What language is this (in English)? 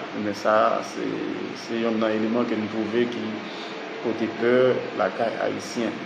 Haitian Creole